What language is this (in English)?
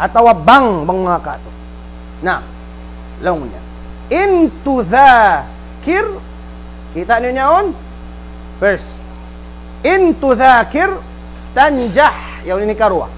Tausug